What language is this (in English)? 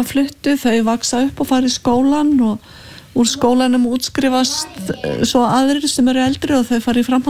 Icelandic